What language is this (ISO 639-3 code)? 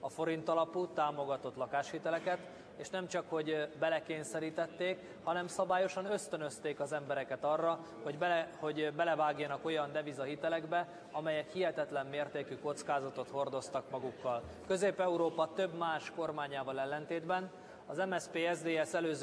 hun